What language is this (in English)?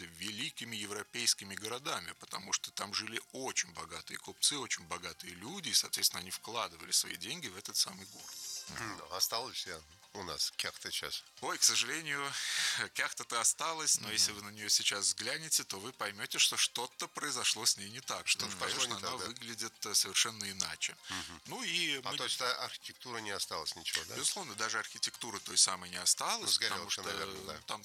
Russian